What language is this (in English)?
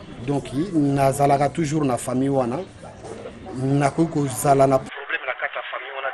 Lingala